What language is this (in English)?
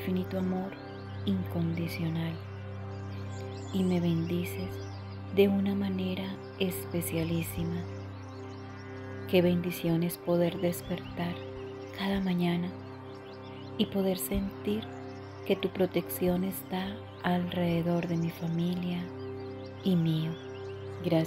Spanish